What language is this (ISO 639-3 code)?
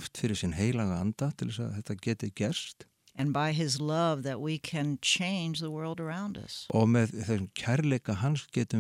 isl